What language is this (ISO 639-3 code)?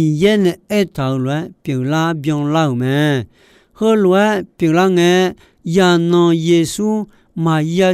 ahk